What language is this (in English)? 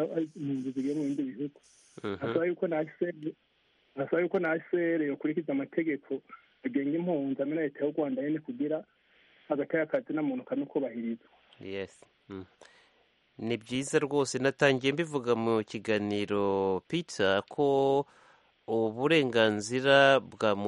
Kinyarwanda